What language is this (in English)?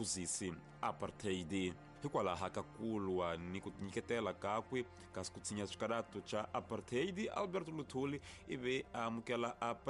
Tsonga